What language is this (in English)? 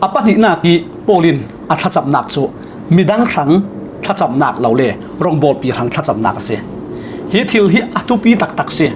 Falam Chin